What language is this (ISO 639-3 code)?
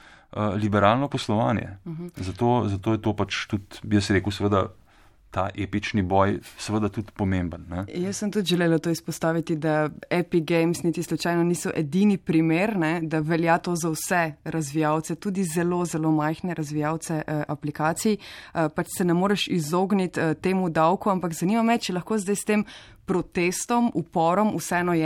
slv